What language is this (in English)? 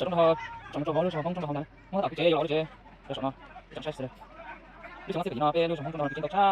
Hmong